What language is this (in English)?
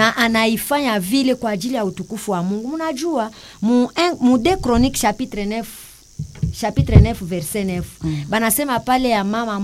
Swahili